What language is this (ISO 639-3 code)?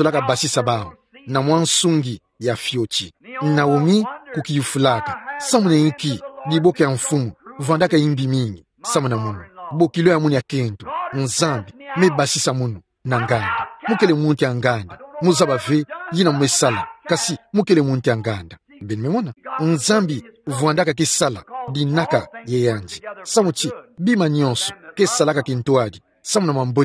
ktu